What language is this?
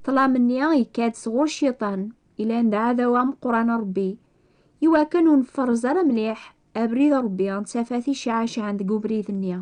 Kabyle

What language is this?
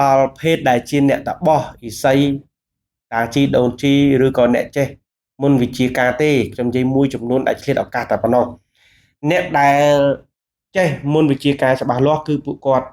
Khmer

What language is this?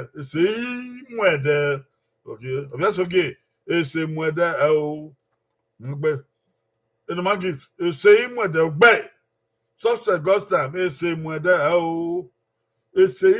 Bini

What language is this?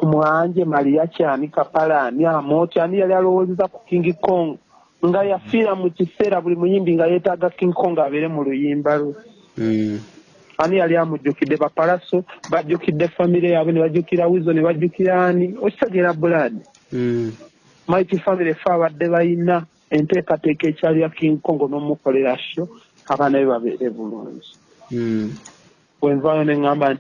Ganda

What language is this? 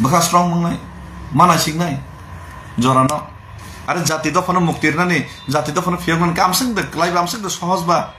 Kok Borok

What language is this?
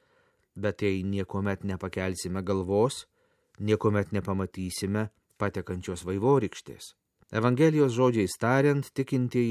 Lithuanian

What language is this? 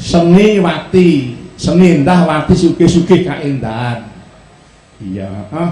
Javanese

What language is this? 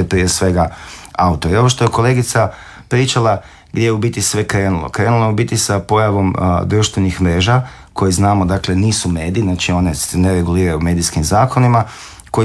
Croatian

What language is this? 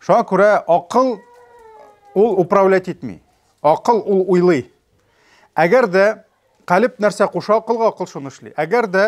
Tatar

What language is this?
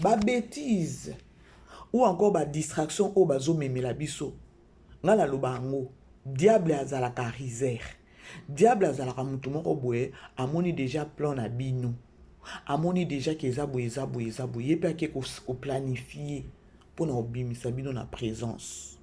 Lingala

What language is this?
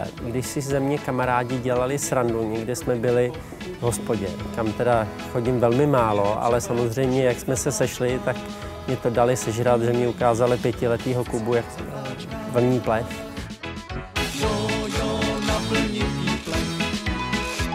Czech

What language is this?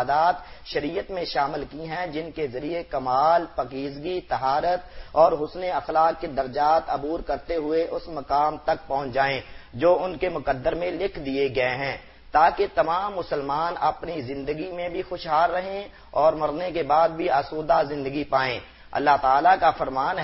Urdu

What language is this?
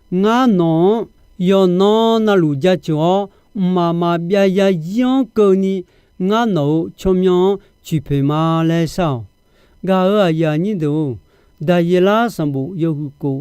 Akha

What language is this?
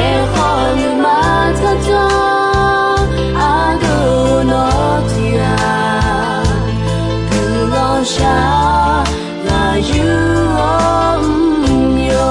Akha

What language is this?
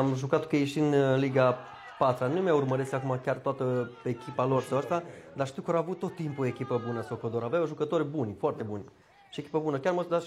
Romanian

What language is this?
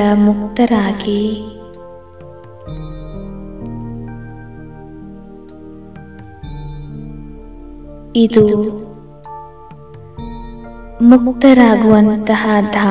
Kannada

